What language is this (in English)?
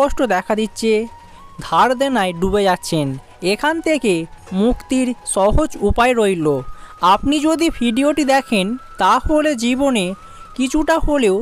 Bangla